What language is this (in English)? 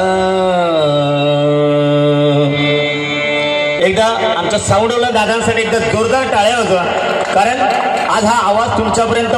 Marathi